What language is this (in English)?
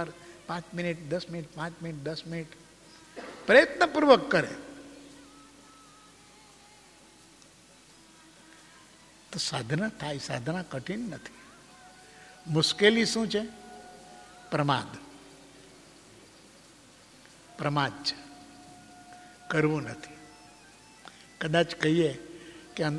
Gujarati